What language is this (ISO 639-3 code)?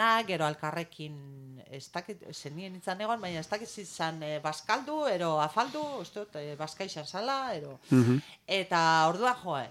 eus